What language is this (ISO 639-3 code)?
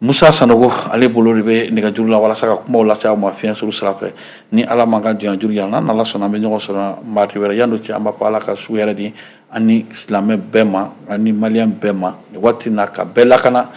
bam